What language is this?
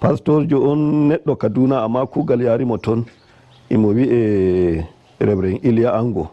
Nigerian Fulfulde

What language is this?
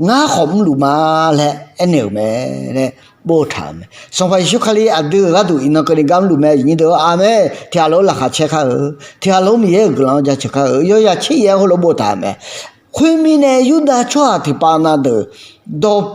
Akha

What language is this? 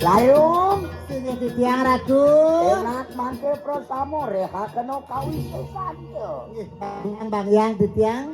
Balinese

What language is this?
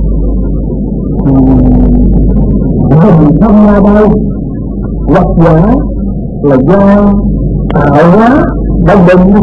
Vietnamese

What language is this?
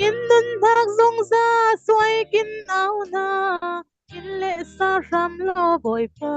Falam Chin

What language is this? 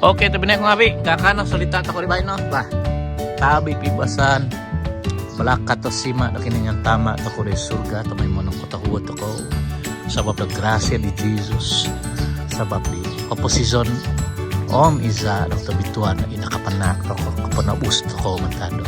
Central Dusun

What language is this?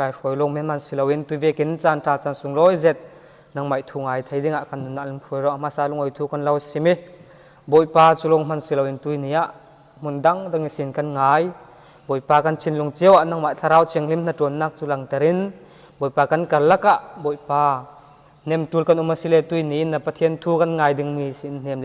Falam Chin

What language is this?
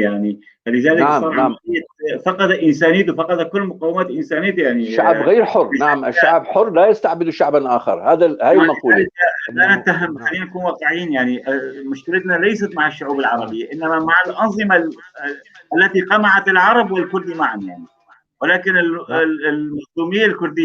North Levantine Arabic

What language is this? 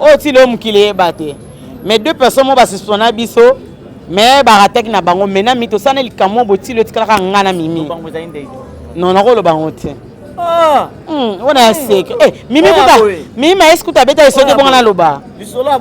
Lingala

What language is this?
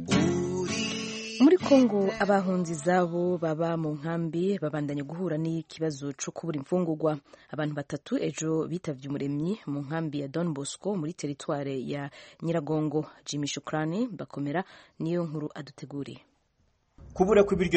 Kinyarwanda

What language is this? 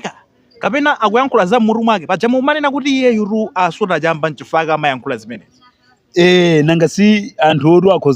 Nyanja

